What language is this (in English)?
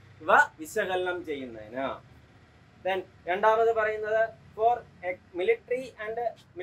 Malayalam